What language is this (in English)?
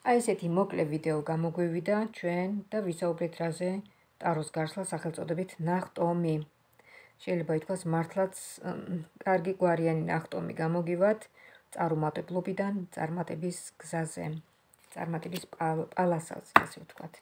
Georgian